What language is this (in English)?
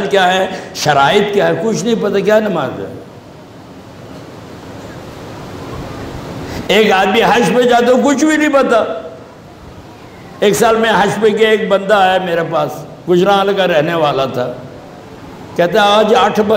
Urdu